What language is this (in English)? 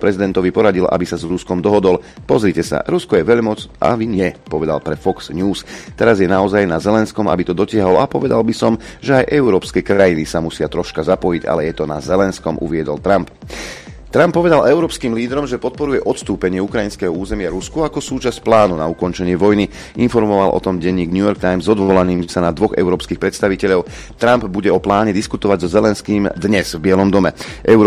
Slovak